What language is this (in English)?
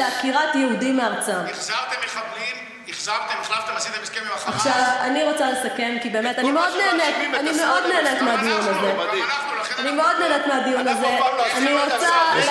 Hebrew